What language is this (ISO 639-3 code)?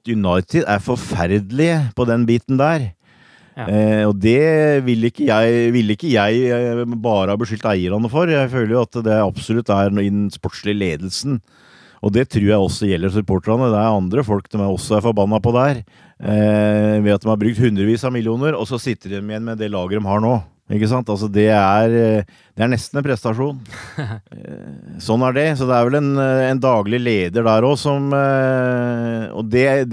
nor